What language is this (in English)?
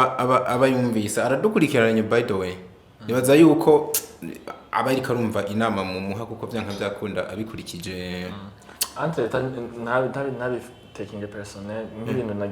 Rundi